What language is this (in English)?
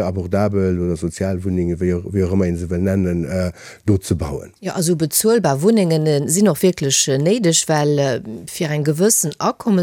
Luxembourgish